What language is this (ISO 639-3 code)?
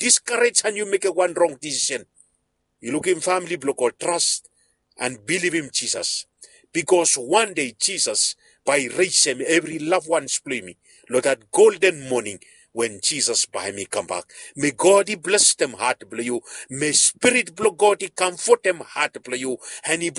bis